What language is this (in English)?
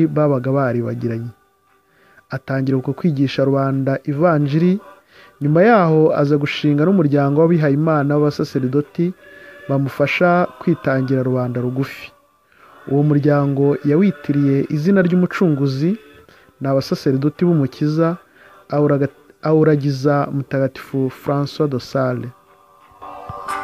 Kinyarwanda